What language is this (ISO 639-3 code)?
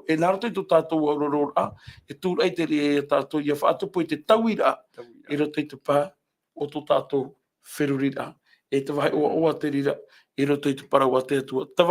tah